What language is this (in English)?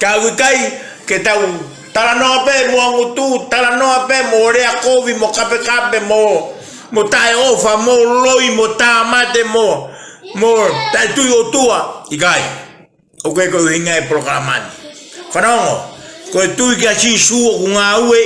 Tongan